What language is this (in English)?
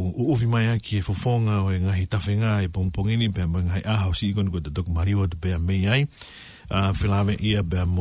Tongan